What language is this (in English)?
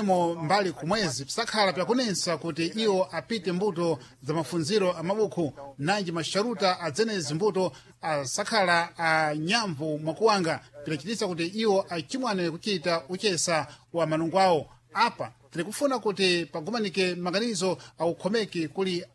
Sena